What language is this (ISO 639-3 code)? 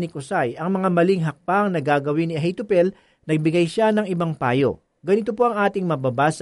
fil